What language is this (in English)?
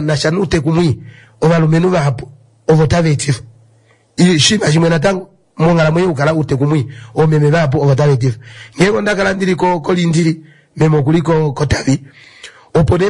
Kuanyama